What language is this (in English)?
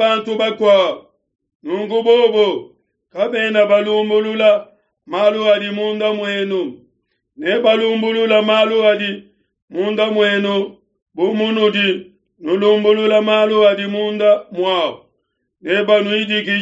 Luba-Lulua